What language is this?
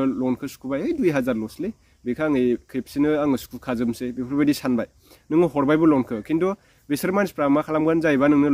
Bodo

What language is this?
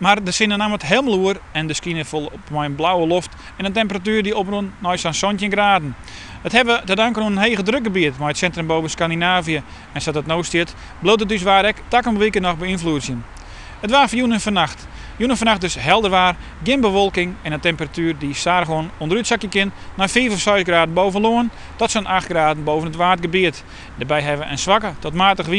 Western Frisian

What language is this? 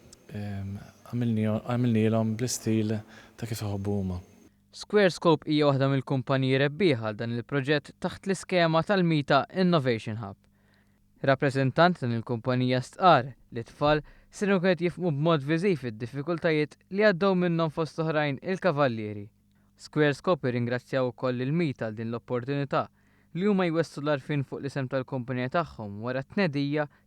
Maltese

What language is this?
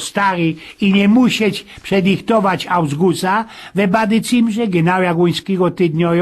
Silesian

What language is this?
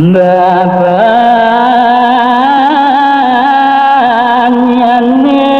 Balinese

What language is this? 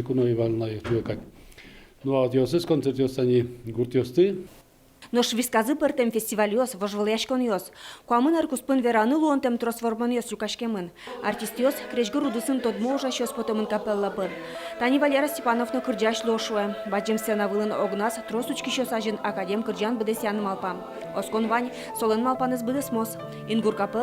Udmurt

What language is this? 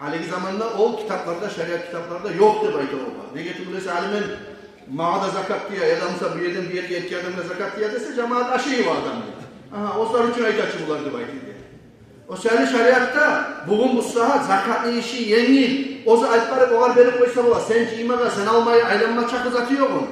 Kumyk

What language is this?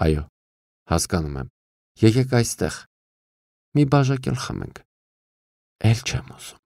Armenian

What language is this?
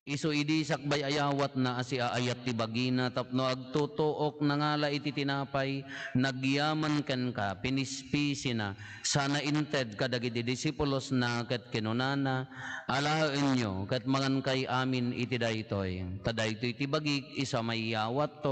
Iloko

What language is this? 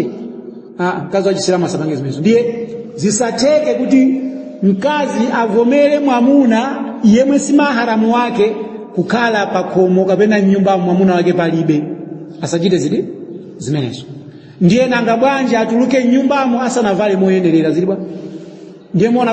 Nyanja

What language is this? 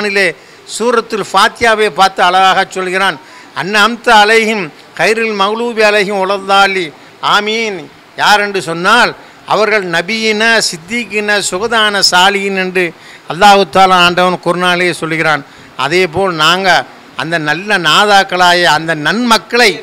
Tamil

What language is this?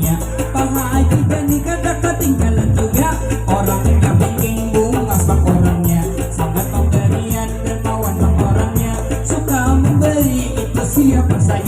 Banjar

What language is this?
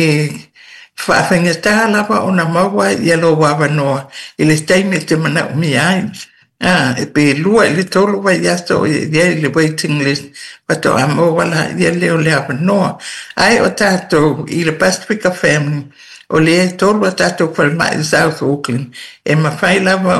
Samoan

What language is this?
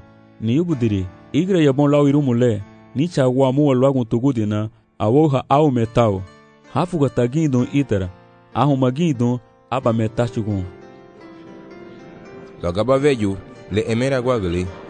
Garifuna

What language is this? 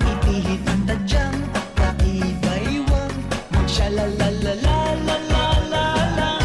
Bikol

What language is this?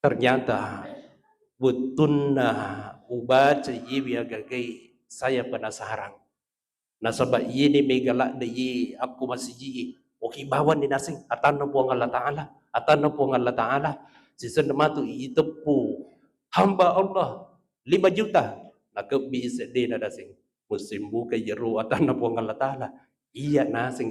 Buginese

